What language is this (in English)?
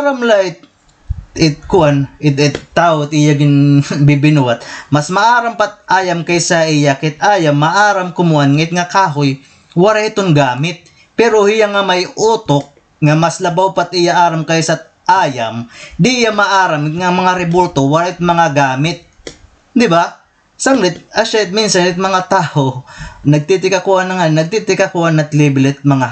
Waray